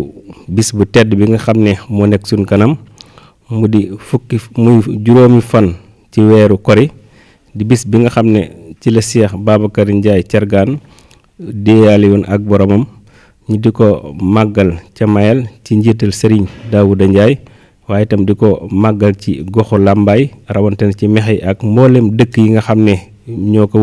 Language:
Wolof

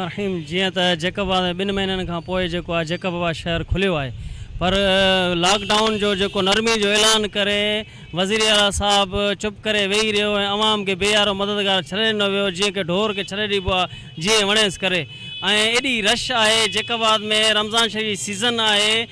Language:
Sindhi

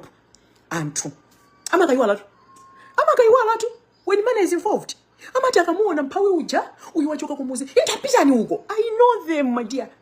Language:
Nyanja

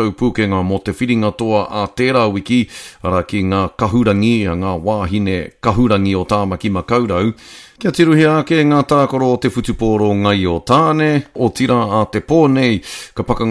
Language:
Māori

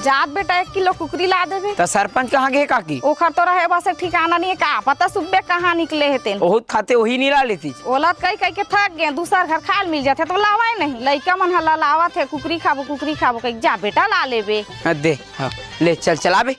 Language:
Chhattisgarhi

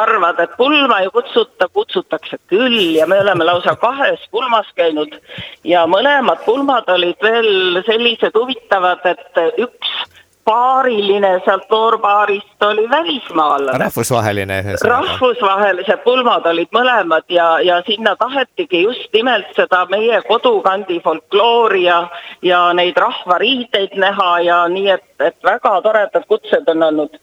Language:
Estonian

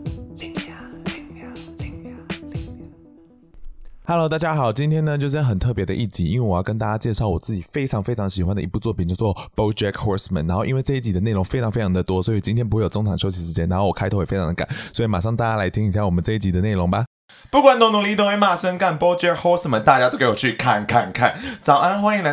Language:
Chinese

